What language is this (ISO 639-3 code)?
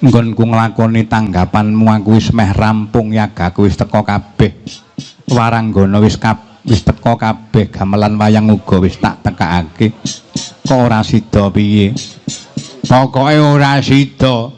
jav